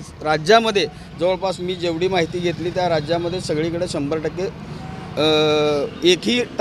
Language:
Marathi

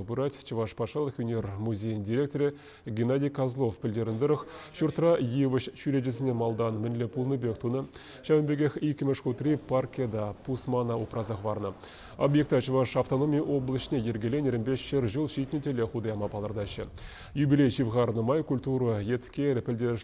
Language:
Chuvash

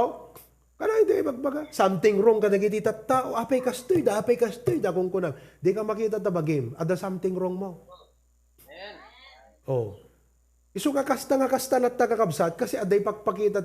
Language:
Iloko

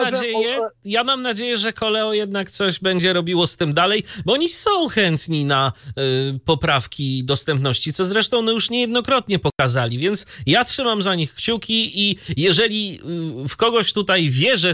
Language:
Polish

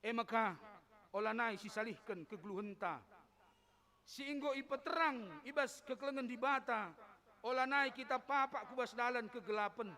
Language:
Batak Karo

